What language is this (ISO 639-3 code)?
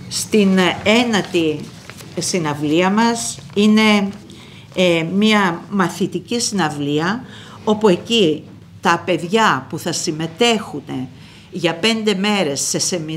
ell